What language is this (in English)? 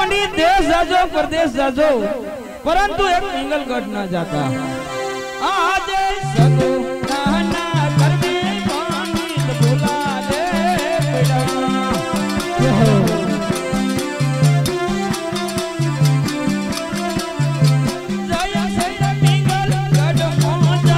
Gujarati